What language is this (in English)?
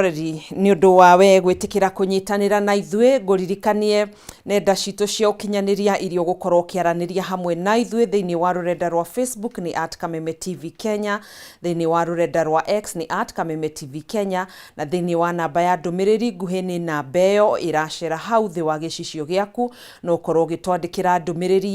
Kikuyu